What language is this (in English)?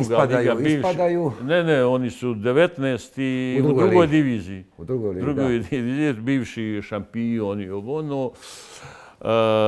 Bosnian